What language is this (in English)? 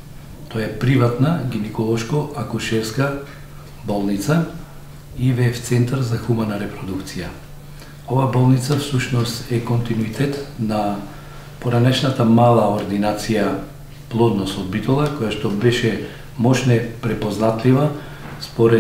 Macedonian